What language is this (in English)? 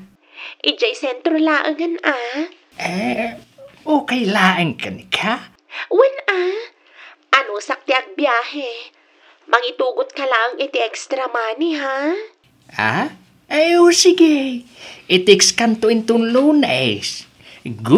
Iloko